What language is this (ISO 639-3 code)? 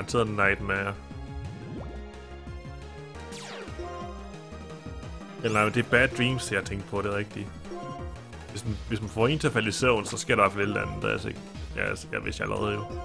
dan